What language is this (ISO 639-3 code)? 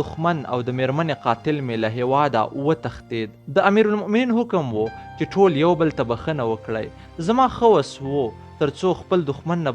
pus